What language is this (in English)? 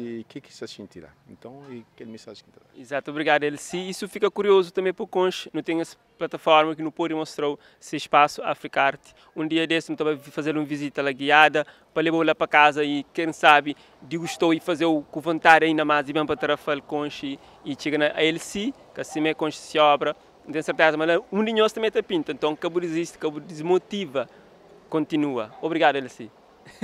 Kabuverdianu